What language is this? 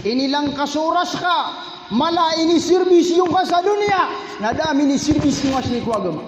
Maranao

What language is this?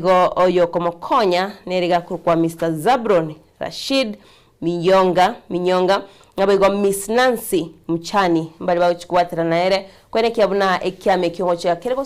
Gusii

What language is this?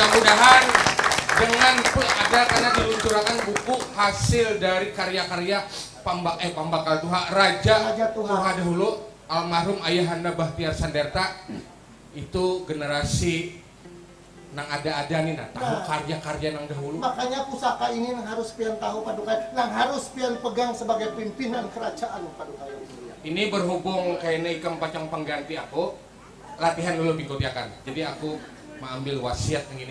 Banjar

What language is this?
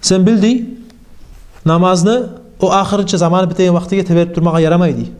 Kumyk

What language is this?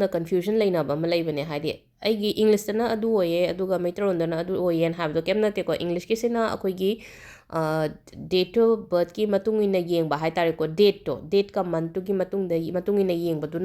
Manipuri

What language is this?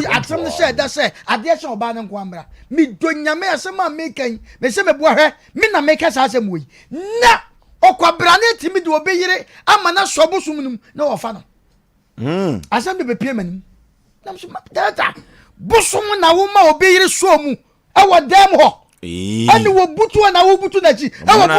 Akan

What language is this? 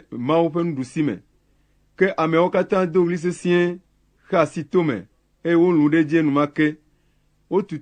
Ewe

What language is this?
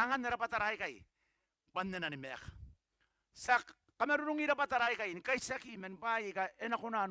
Gilbertese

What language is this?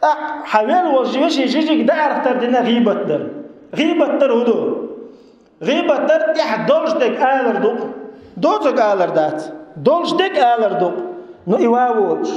Chechen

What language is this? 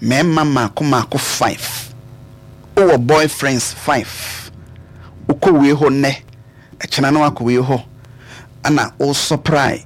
Akan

